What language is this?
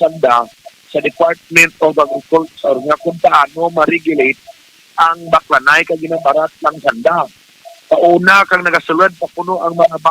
Hiligaynon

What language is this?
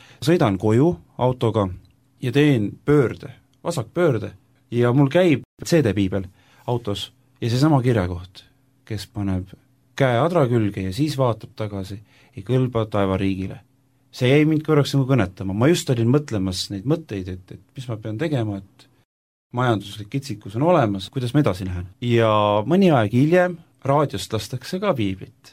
Estonian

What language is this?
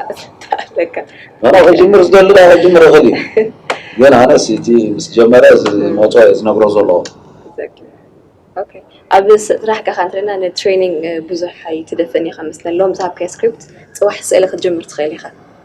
Tigrinya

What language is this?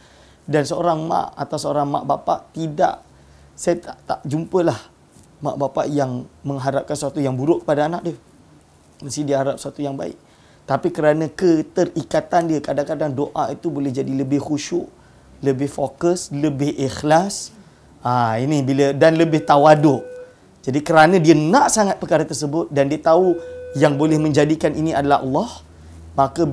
Malay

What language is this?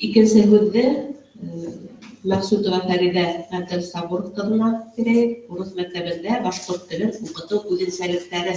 Bashkir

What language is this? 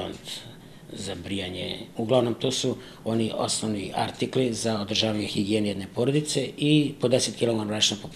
Serbian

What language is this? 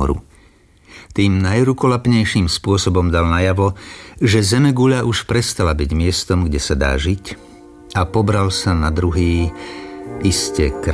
Slovak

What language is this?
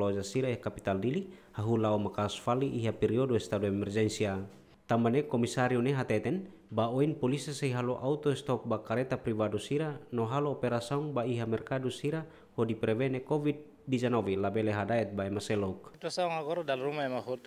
Tetum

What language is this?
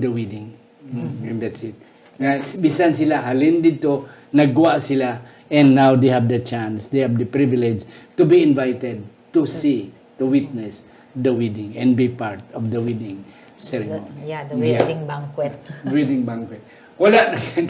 Hiligaynon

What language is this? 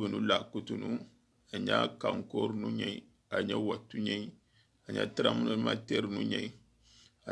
Soninke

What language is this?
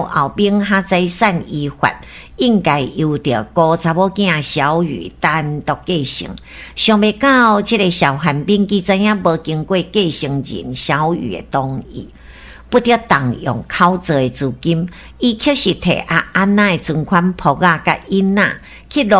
Min Nan Chinese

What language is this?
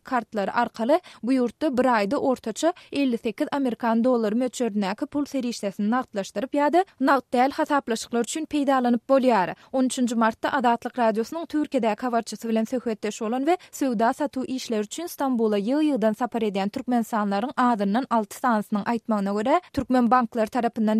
Turkmen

